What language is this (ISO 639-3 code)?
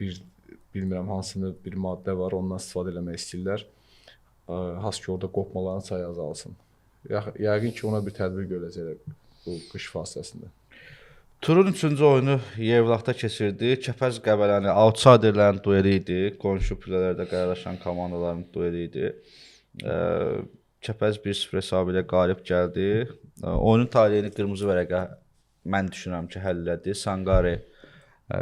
aze